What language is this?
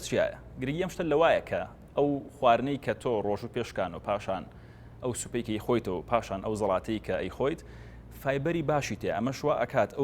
Central Kurdish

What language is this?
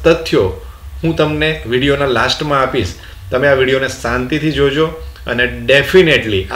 Gujarati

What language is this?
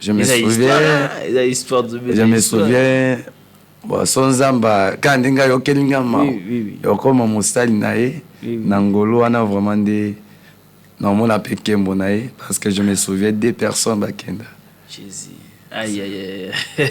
Lingala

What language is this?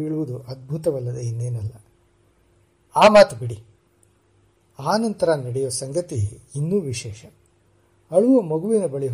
Kannada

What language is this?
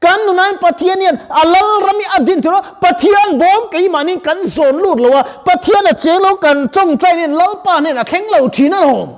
Mizo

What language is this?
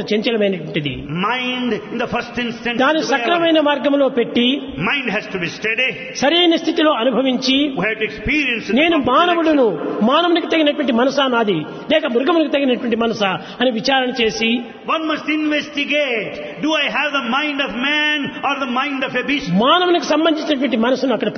Telugu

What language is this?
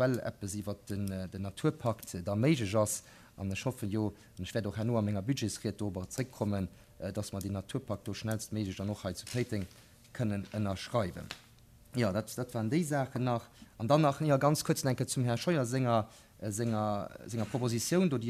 Luxembourgish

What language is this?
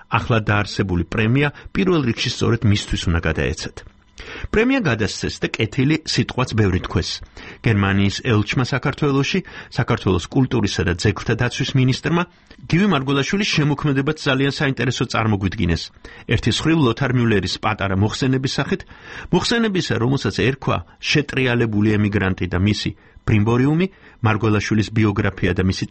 Georgian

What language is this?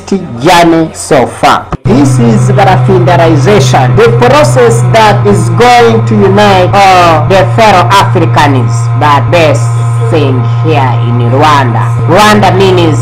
Kinyarwanda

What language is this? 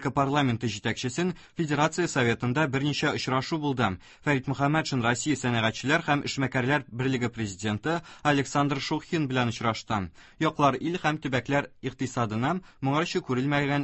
Tatar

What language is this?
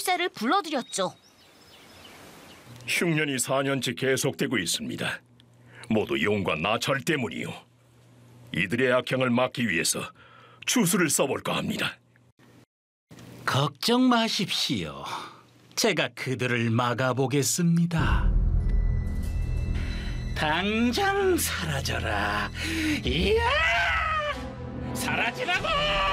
Korean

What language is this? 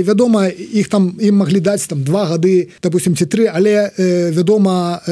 Belarusian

